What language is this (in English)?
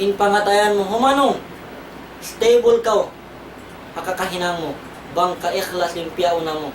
Tausug